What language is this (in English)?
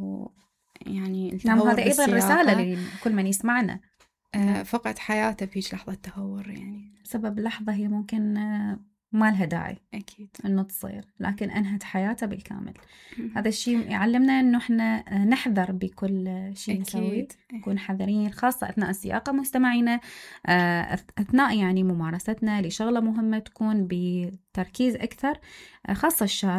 Mesopotamian Arabic